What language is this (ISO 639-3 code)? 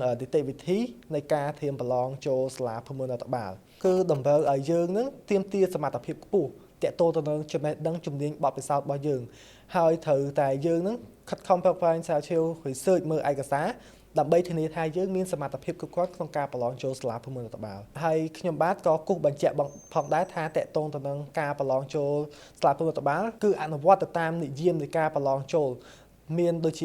khm